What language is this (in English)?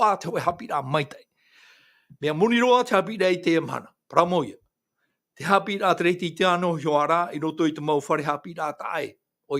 Tahitian